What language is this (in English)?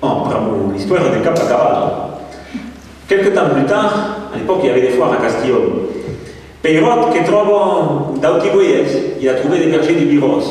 Occitan